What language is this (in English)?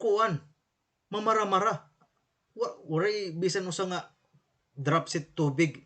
Waray